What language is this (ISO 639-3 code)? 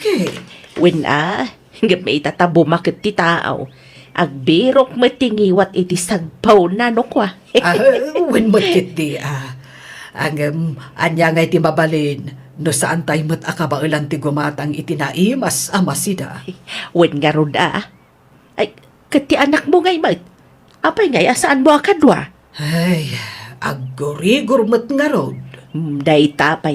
ilo